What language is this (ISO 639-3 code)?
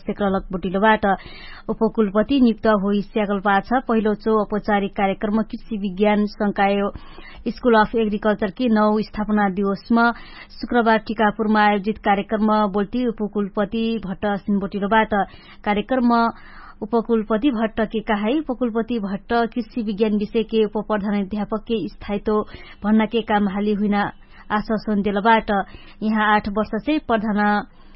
thl